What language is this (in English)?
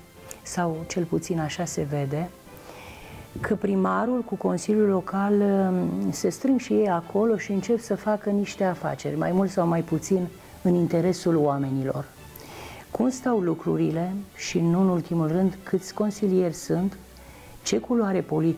Romanian